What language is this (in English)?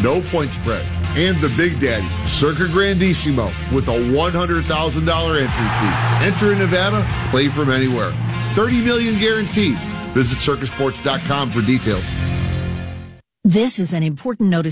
English